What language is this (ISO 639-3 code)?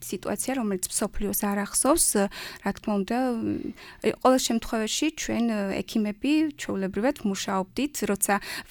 kat